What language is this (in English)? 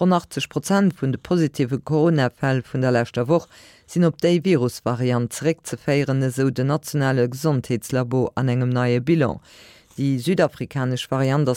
Luxembourgish